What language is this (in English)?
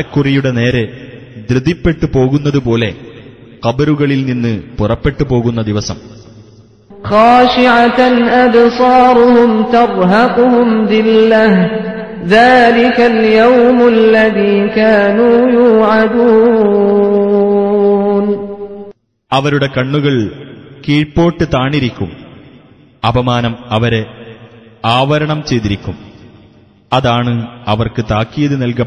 Malayalam